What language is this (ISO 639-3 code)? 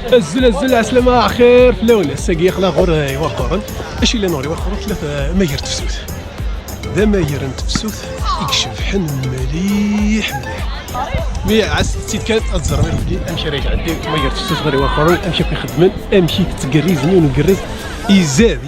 kab